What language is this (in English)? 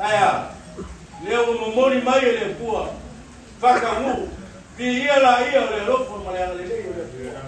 Samoan